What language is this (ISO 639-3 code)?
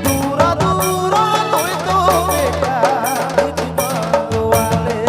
sck